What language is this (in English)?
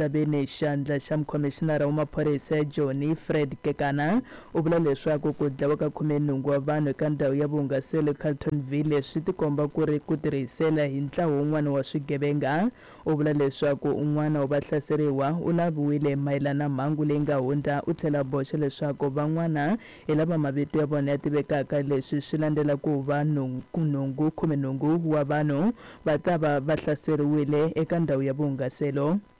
Tsonga